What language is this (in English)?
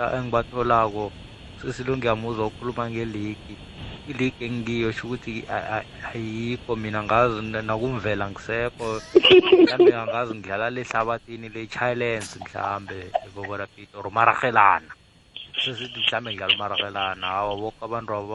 South Ndebele